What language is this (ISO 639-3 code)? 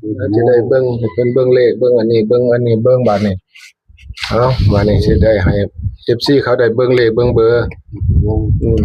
tts